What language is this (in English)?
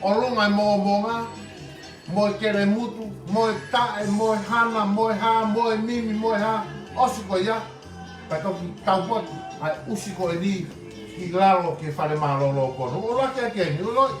Tongan